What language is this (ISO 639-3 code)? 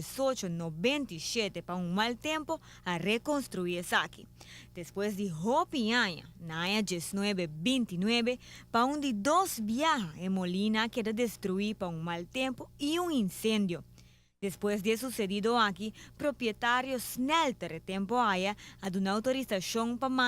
pap